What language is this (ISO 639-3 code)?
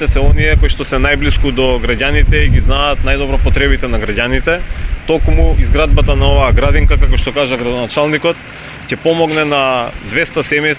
mkd